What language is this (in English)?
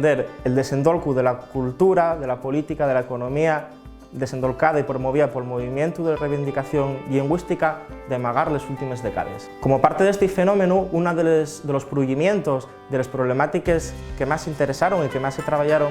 Asturian